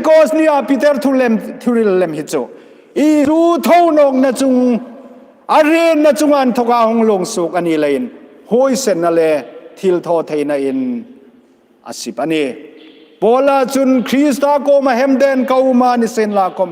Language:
Hmar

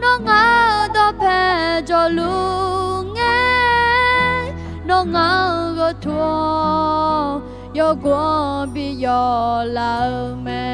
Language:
Akha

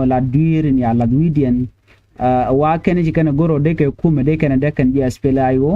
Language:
Nuer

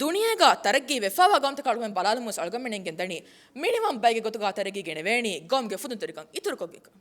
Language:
Divehi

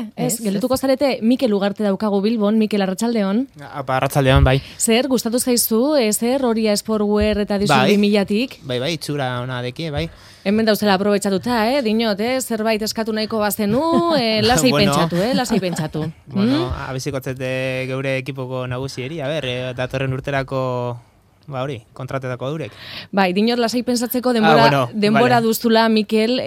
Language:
Basque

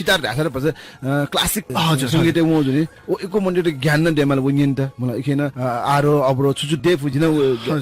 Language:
Newari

